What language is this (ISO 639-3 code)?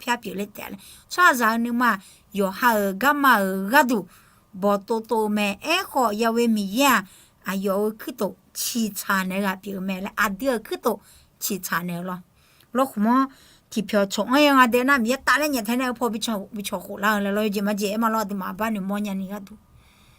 ahk